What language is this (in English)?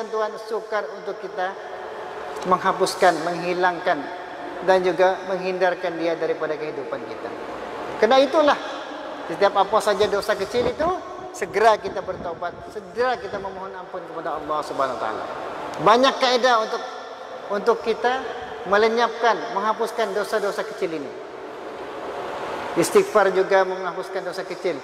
Malay